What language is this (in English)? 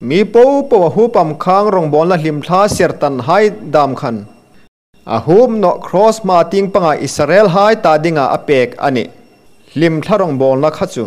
Hmar